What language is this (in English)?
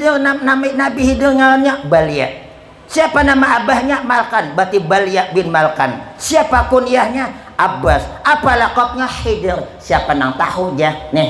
Banjar